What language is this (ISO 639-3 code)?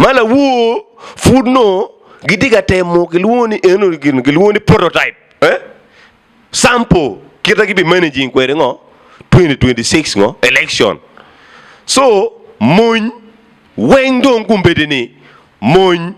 ach